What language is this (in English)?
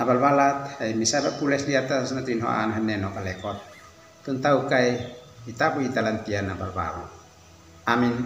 Uab Meto